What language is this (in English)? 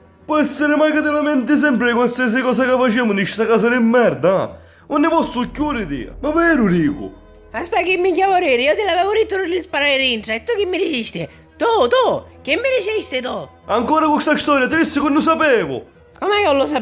Sicilian